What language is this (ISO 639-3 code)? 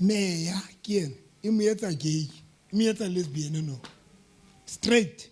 sot